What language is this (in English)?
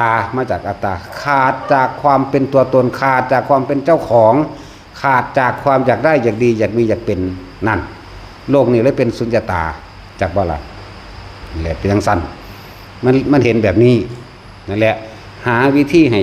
Northeastern Thai